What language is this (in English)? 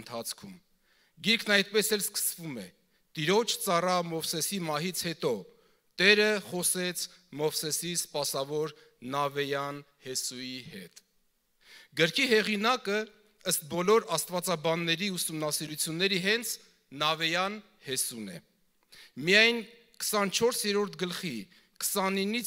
Armenian